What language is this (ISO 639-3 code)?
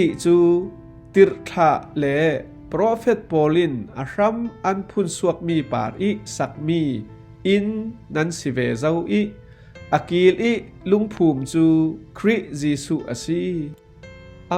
cfm